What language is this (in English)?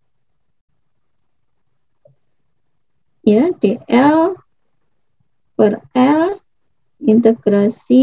Indonesian